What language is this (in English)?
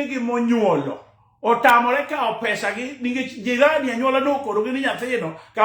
Luo (Kenya and Tanzania)